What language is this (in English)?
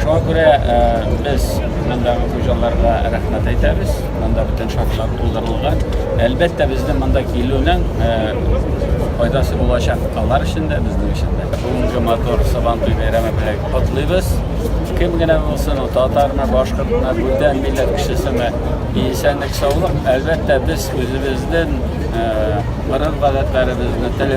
Tatar